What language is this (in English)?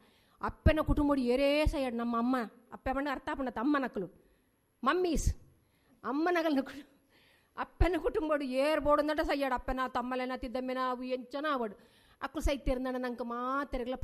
Tulu